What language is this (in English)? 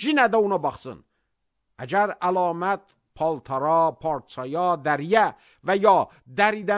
Azerbaijani